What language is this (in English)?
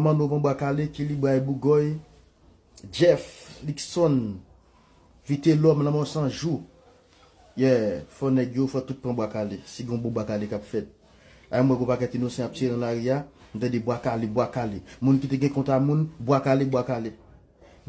Haitian Creole